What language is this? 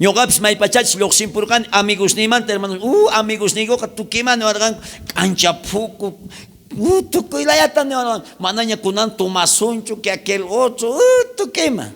South Bolivian Quechua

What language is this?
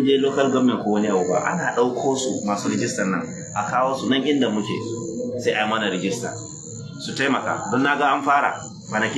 Hausa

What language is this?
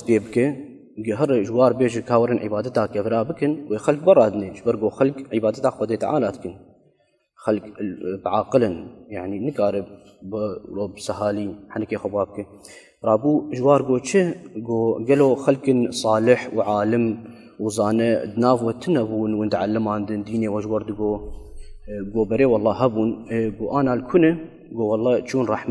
Kurdish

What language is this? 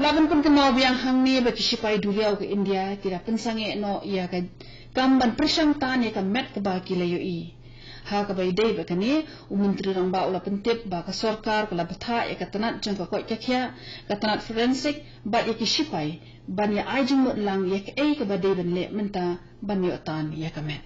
Khasi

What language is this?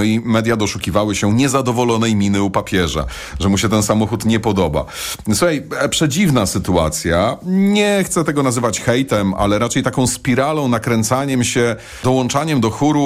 Polish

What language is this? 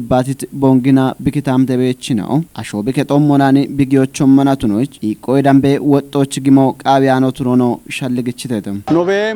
Kafa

